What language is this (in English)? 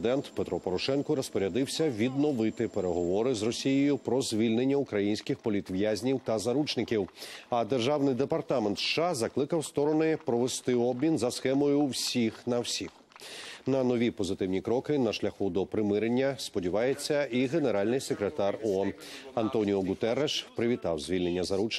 Ukrainian